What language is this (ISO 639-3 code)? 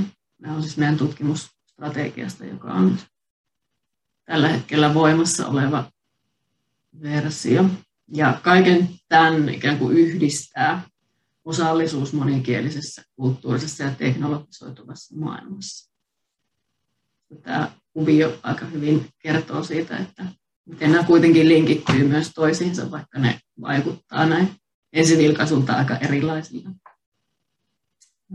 fin